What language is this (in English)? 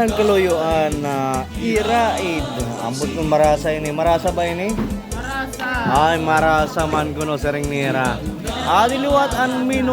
Waray